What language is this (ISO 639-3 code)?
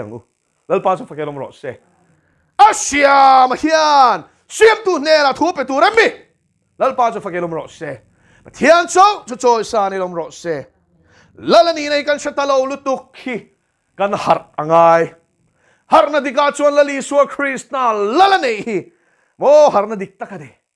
lus